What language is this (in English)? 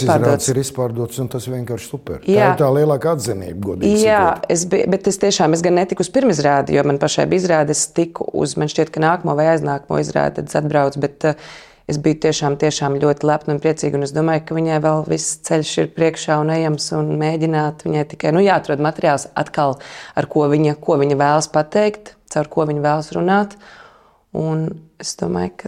Latvian